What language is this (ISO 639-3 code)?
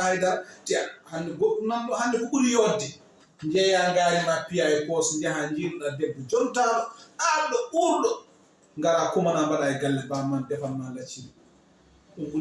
ful